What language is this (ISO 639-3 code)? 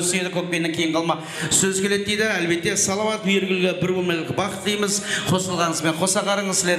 kaa